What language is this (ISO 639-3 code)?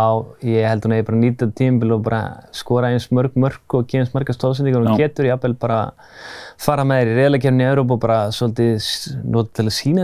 isl